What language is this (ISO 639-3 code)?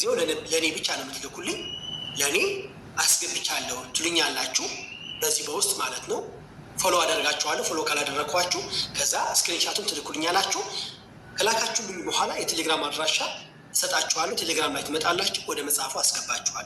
amh